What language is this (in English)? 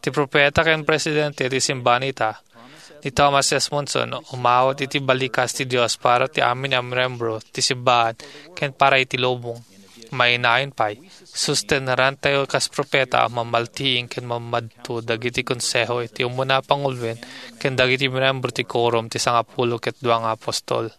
Iloko